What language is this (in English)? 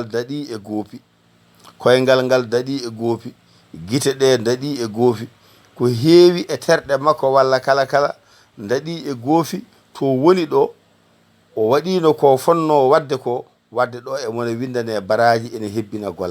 Fula